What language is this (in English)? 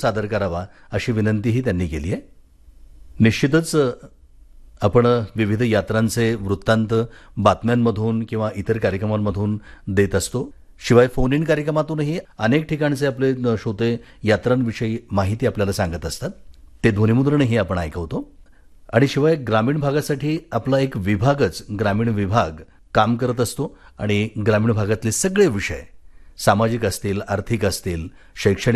Marathi